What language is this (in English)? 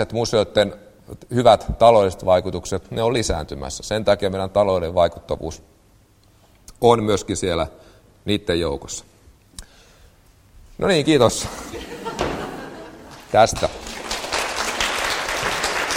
Finnish